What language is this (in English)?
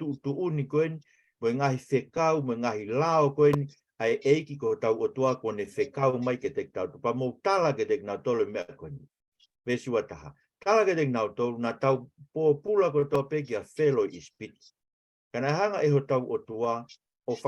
Tongan